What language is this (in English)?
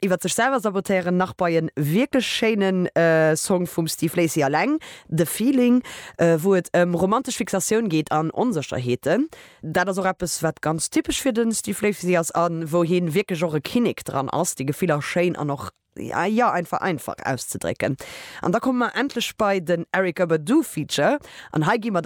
Luxembourgish